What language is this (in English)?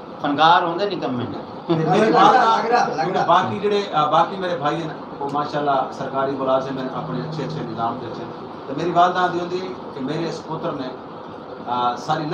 Saraiki